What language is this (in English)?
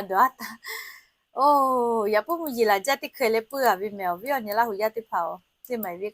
Lahu